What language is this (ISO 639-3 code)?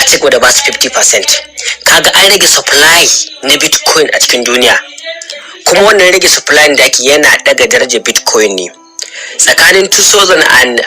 hau